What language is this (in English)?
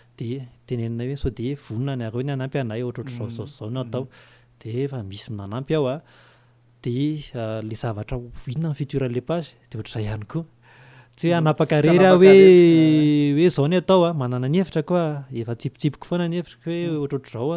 Malagasy